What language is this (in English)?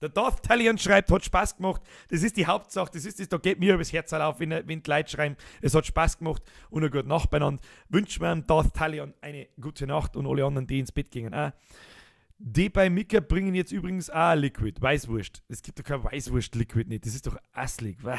Bavarian